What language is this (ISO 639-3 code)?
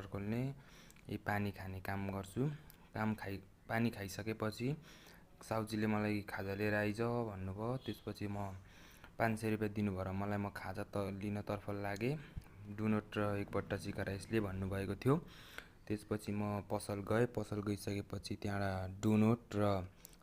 nep